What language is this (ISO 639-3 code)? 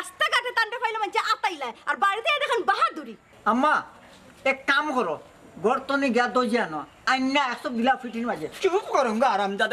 syl